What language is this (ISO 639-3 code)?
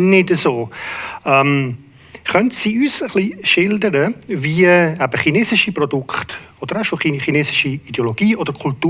gsw